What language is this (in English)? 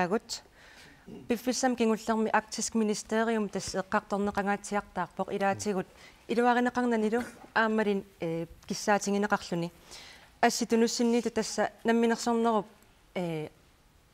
Kalaallisut